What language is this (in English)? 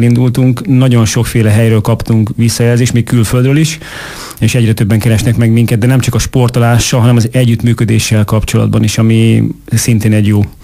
Hungarian